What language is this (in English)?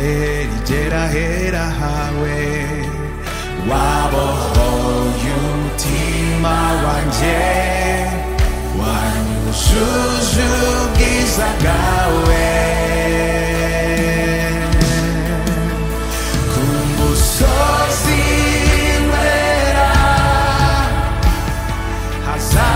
Kinyarwanda